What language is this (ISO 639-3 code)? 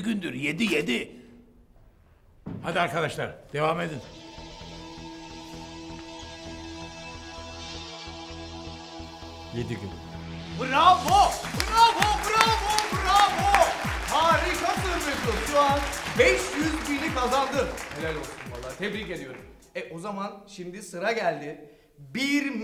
tur